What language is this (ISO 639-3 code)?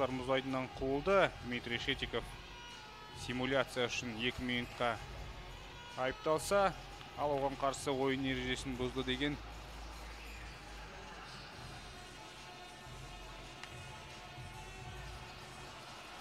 kaz